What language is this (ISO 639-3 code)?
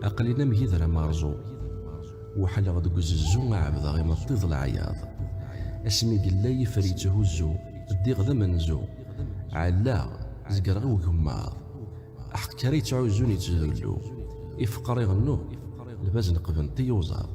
kab